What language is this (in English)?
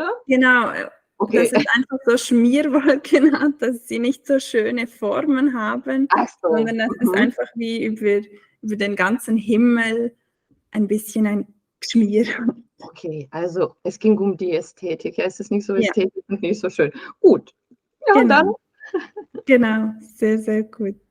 Swiss German